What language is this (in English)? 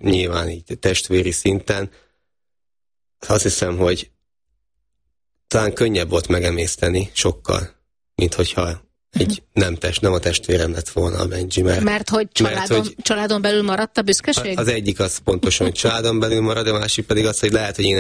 Hungarian